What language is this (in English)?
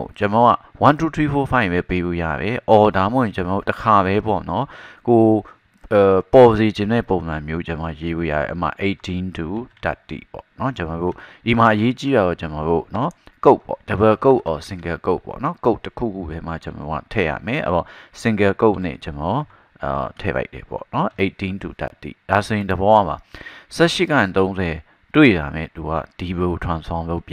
Burmese